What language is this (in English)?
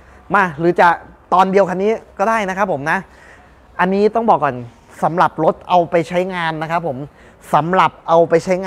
Thai